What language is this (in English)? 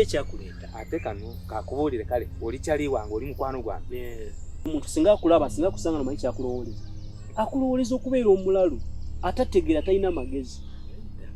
Ganda